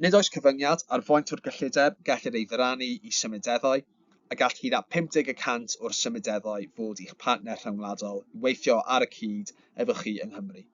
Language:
Welsh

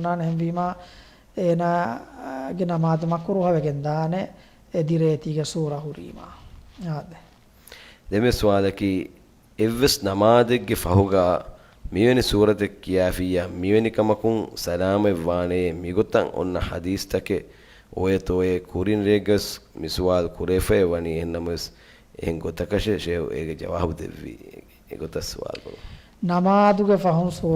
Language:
Divehi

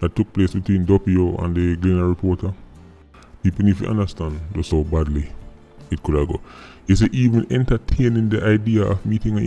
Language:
Jamaican Creole English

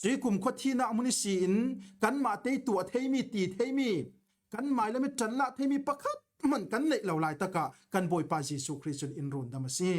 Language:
Falam Chin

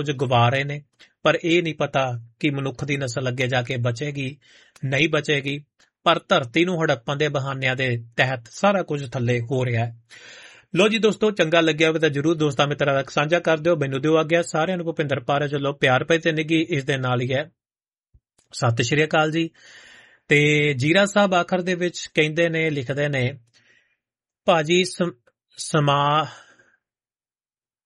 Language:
Punjabi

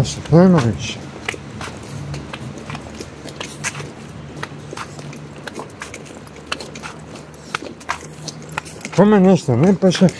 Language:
Croatian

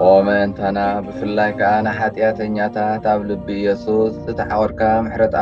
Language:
Tigrinya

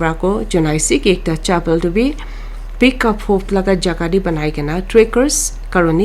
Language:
Naga Pidgin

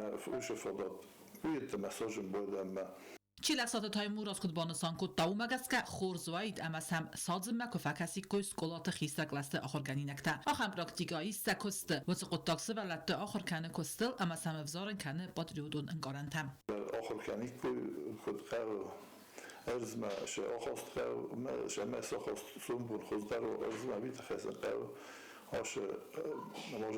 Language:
Ossetic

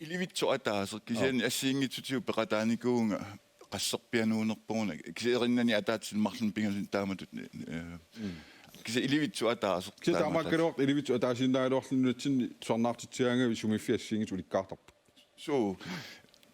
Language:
Kalaallisut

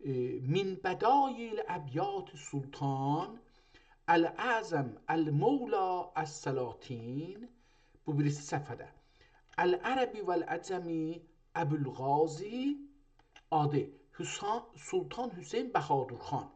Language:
South Azerbaijani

